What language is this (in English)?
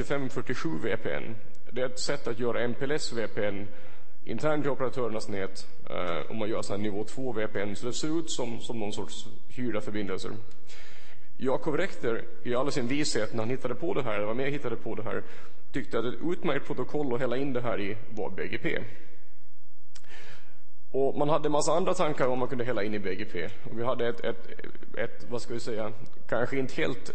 Swedish